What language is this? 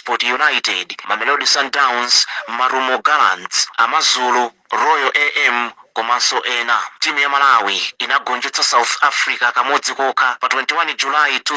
Nyanja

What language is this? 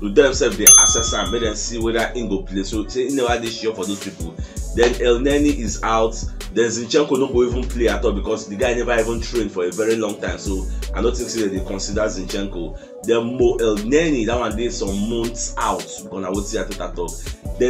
Nigerian Pidgin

